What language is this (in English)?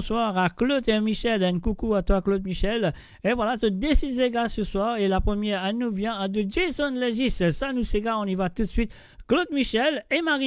Morisyen